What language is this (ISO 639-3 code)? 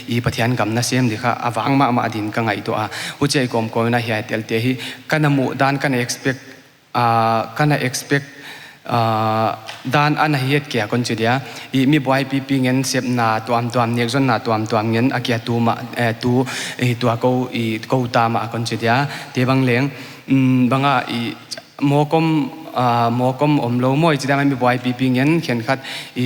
pck